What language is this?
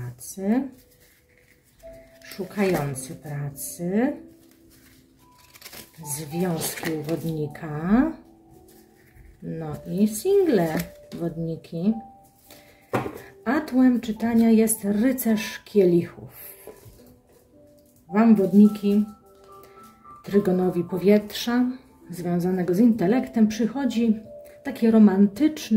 Polish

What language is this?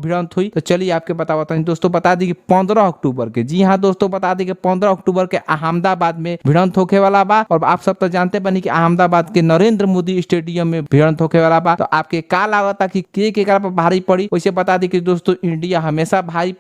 Bhojpuri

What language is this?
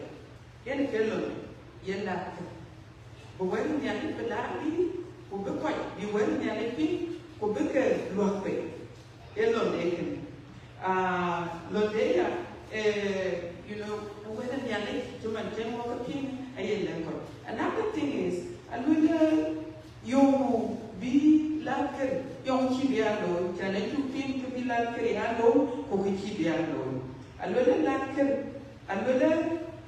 Dinka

